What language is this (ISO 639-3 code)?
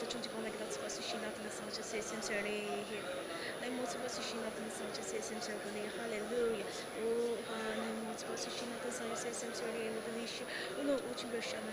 njo